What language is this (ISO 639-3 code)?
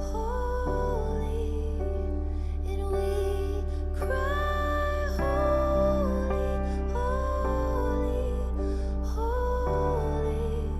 mfe